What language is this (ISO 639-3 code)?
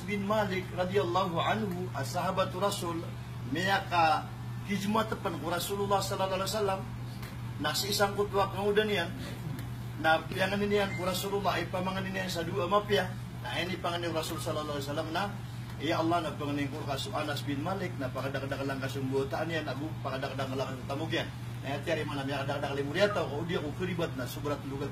mrw